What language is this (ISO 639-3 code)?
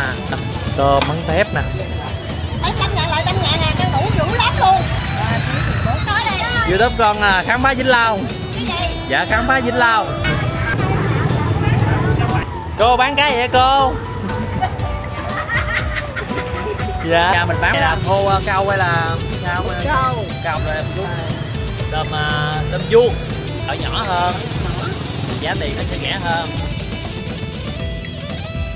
vie